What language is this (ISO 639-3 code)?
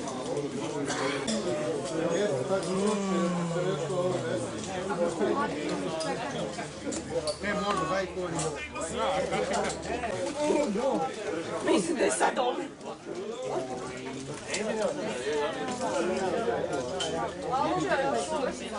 hrv